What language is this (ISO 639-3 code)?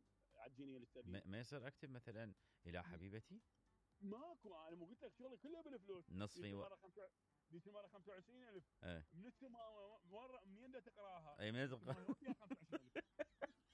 acm